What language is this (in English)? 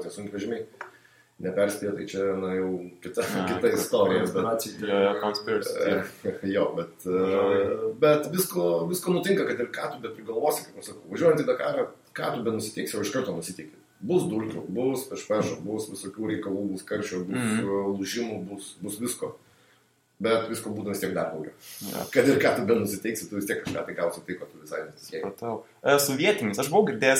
Lithuanian